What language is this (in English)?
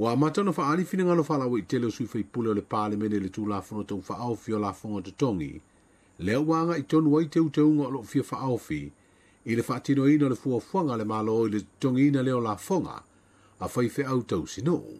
Samoan